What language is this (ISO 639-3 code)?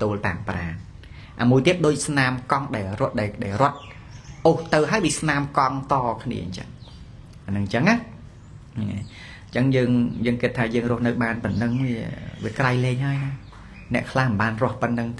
khm